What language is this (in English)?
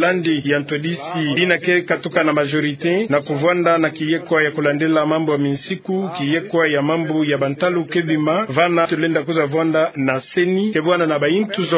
Kituba (Democratic Republic of Congo)